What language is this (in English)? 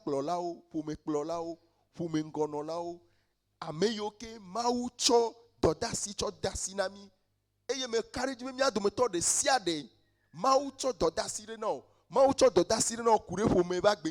Ewe